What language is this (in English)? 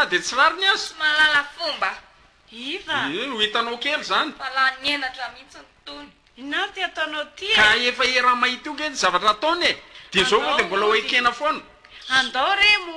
Malagasy